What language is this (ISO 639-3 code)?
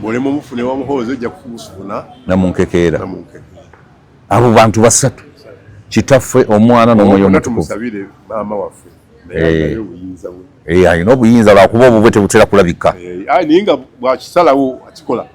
lug